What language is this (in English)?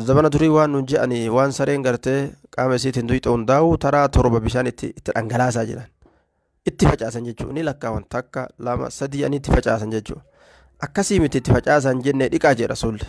Oromo